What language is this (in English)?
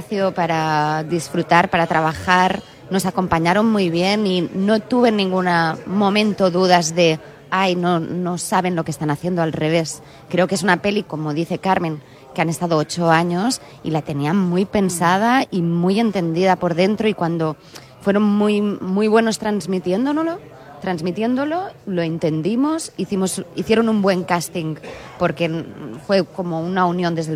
Spanish